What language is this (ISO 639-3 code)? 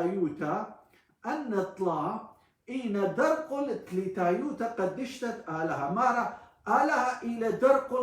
aii